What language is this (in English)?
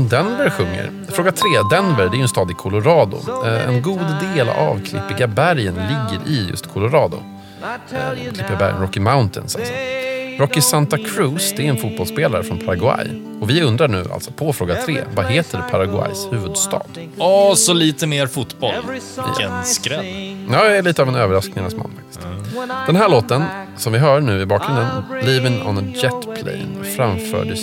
Swedish